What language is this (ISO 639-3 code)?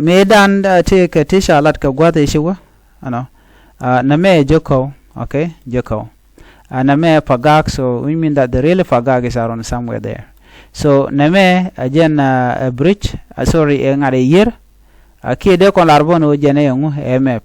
nus